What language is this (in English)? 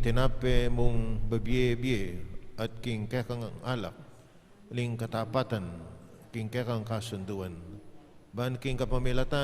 Pampanga